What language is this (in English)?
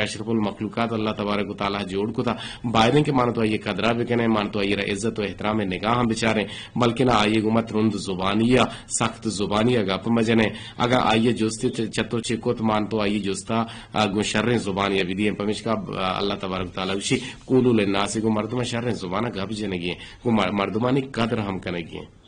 Eastern Balochi